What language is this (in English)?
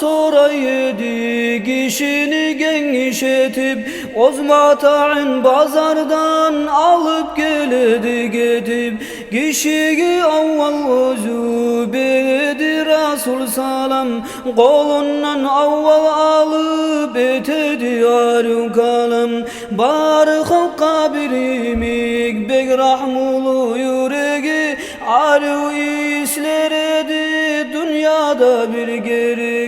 Kumyk